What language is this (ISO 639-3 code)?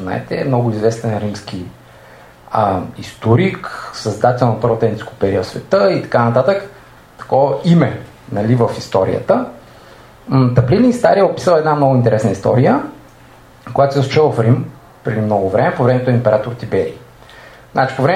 bul